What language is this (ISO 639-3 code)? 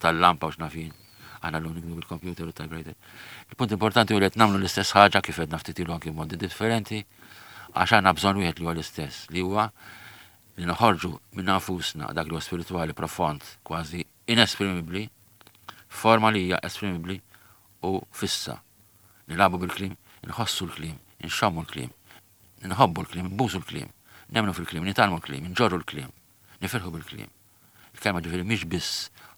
mlt